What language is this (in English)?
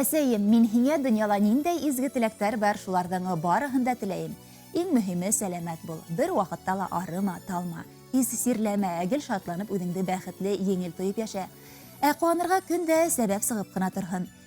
Bashkir